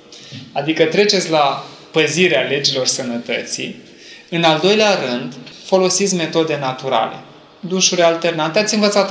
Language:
Romanian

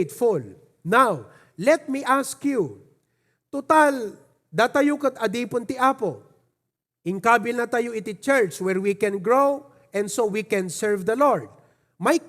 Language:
Iloko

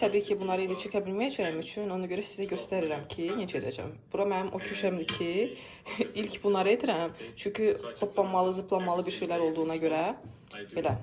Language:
Azerbaijani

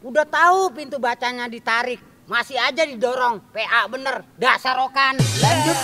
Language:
Betawi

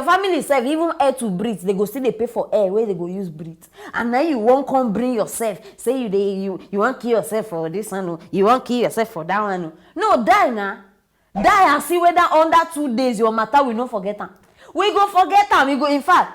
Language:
Nigerian Pidgin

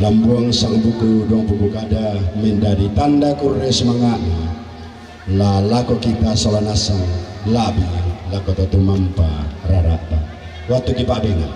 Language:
Toraja-Sa'dan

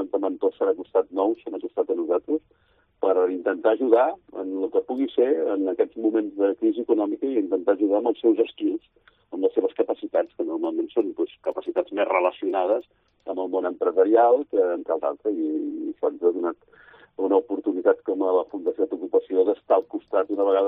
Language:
Catalan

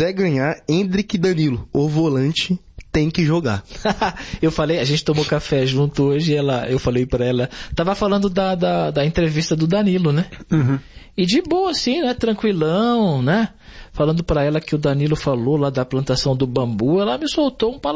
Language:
Portuguese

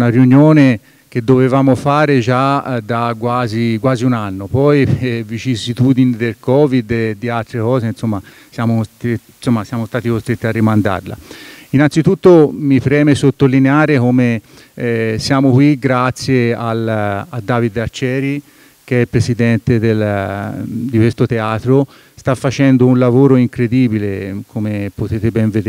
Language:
Italian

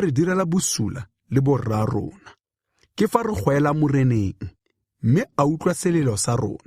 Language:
Tswana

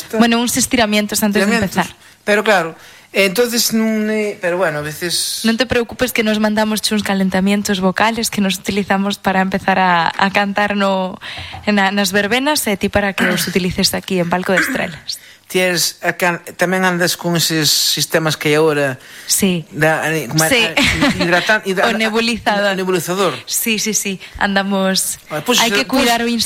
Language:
Galician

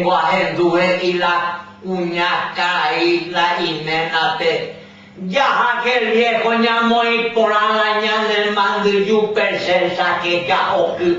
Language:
Guarani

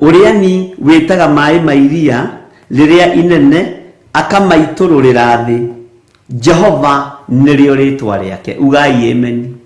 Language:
Kikuyu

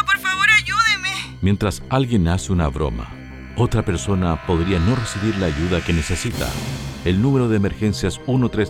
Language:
Spanish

